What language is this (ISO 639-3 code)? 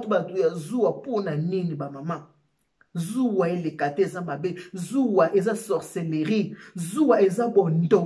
lin